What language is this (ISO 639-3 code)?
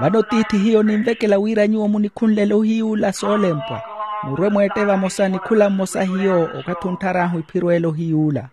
vmw